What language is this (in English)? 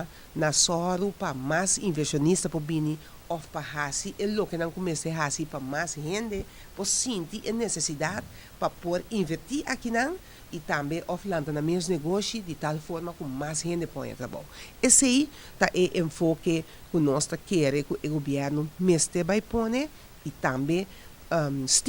Papiamento